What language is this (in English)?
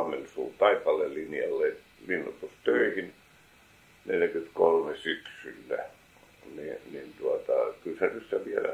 Finnish